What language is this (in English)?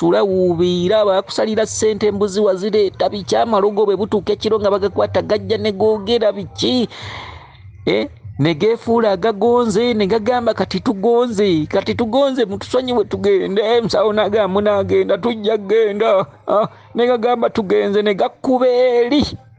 Ganda